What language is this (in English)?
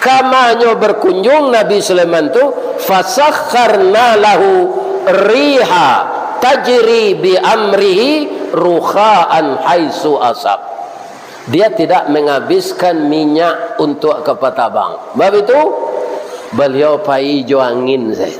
Minangkabau